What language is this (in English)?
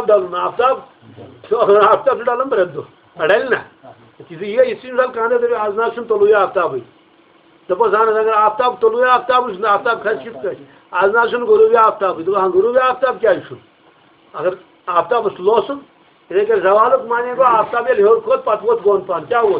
Kashmiri